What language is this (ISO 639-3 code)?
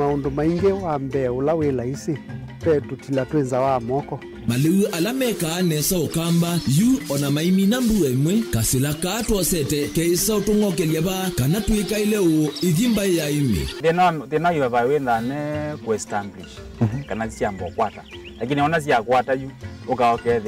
kam